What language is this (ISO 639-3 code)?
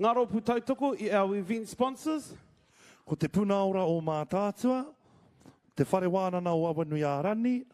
mri